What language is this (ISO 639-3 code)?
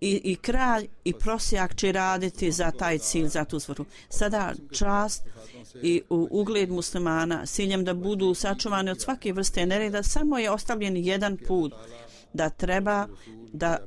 bos